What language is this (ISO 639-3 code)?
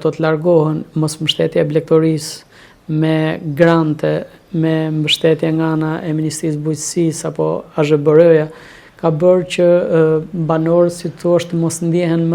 sqi